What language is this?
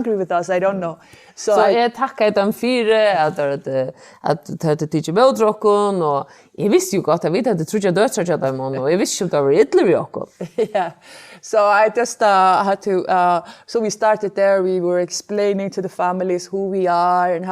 Faroese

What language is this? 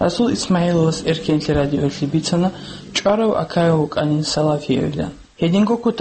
Avaric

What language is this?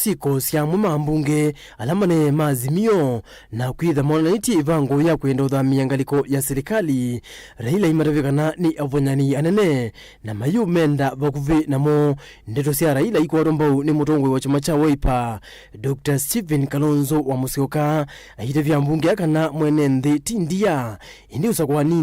Kamba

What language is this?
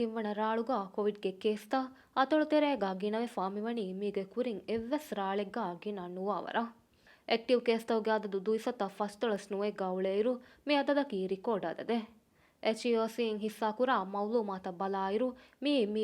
Divehi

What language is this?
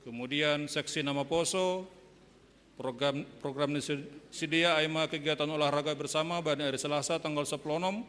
Batak Simalungun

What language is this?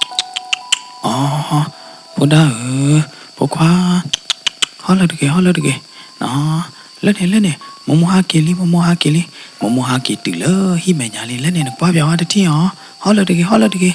S'gaw Karen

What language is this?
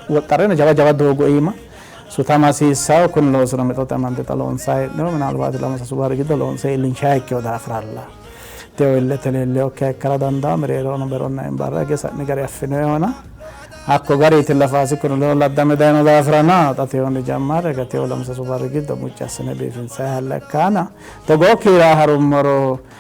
Sidamo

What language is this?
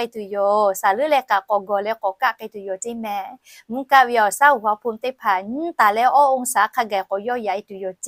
Lahu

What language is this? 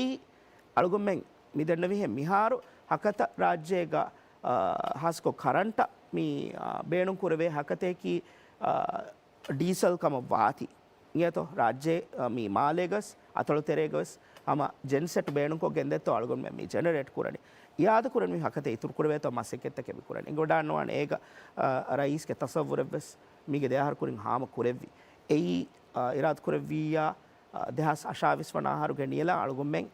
Divehi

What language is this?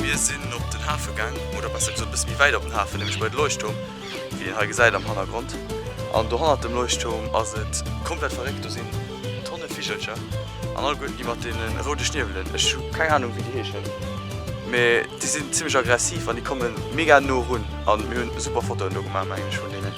Luxembourgish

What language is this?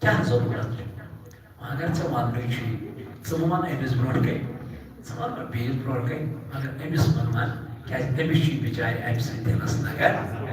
Kashmiri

